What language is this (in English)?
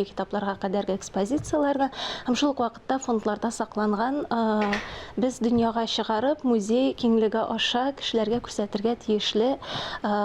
Tatar